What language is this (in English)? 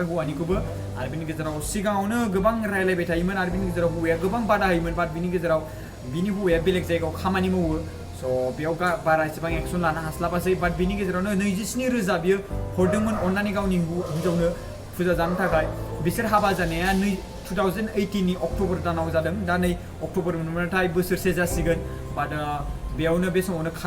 Bodo